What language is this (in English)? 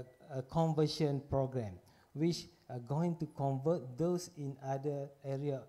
Malay